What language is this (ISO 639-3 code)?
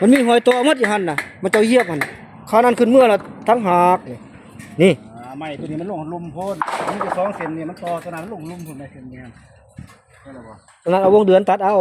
tts